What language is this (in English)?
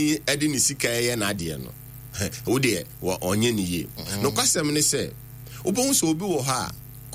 Akan